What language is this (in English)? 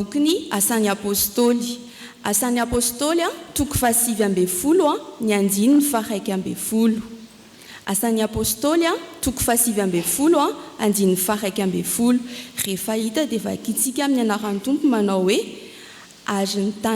Malagasy